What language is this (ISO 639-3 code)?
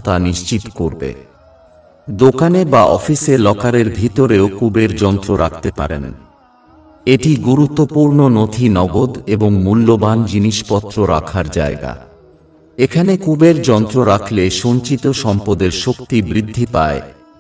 ben